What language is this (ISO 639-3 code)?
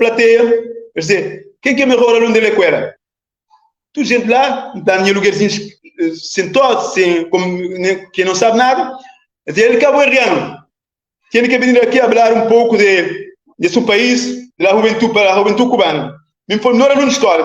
kea